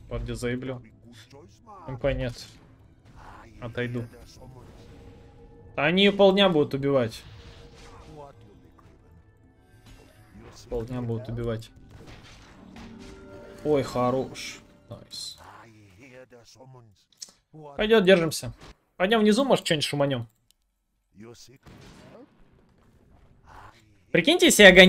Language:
Russian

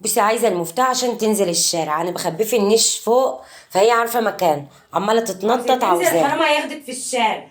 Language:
Egyptian Arabic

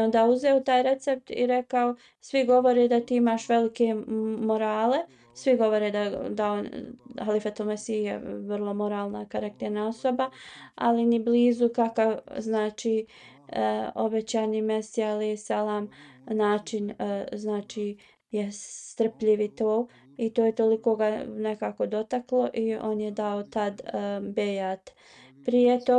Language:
Bosnian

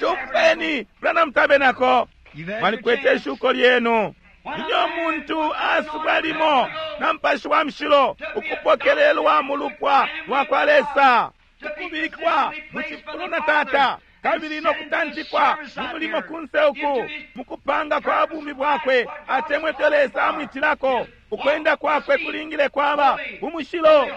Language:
Bemba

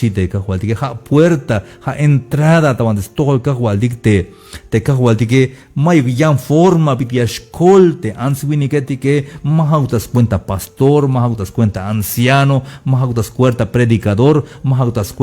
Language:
Tzeltal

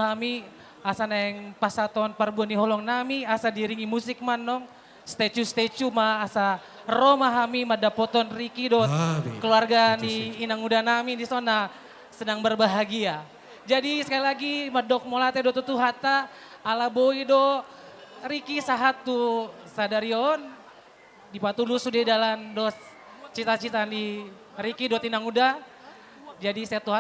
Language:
Batak Toba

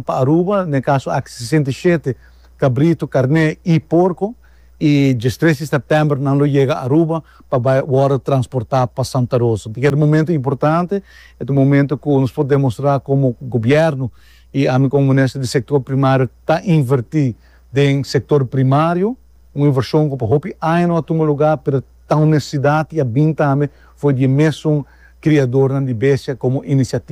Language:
Papiamento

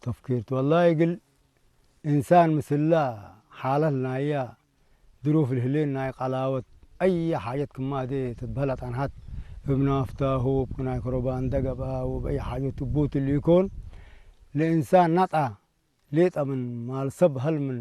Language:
Tigre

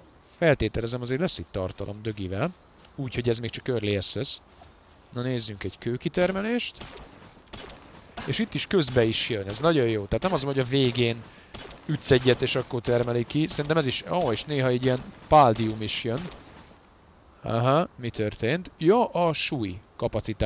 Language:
Hungarian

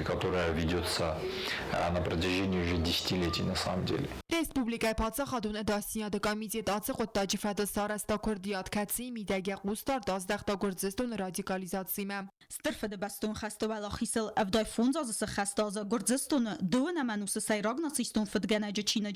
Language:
Ossetic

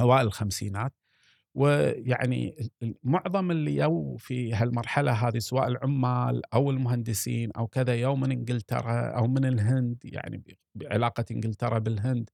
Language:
Gulf Arabic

